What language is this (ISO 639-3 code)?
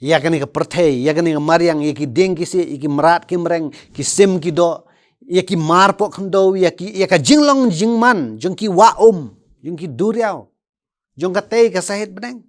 kha